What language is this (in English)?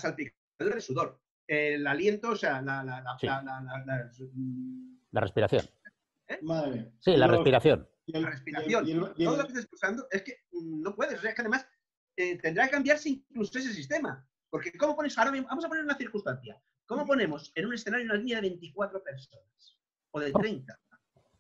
Spanish